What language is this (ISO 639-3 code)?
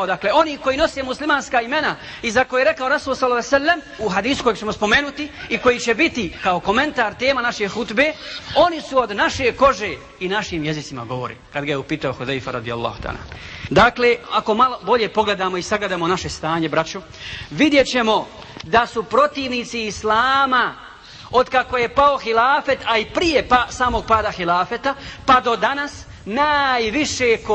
bos